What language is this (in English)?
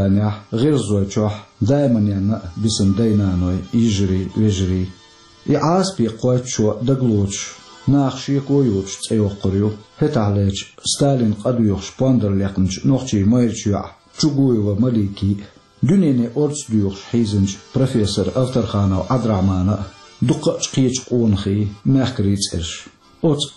Chechen